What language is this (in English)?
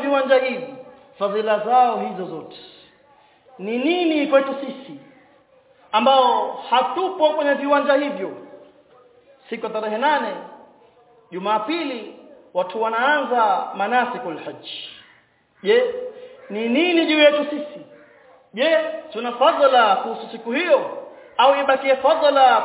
Swahili